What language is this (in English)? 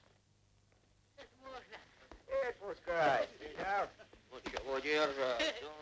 Russian